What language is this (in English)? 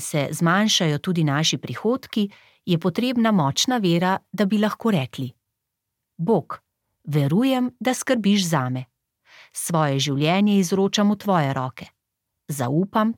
Slovenian